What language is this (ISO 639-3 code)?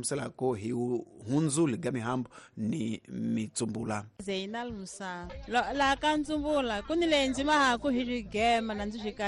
tso